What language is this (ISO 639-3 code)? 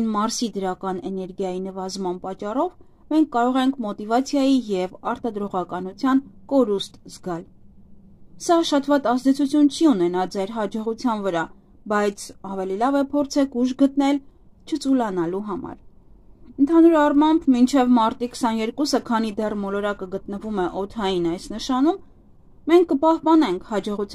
hye